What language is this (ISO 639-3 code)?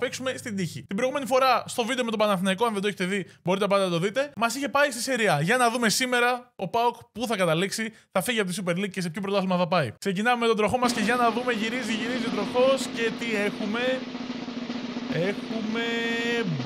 ell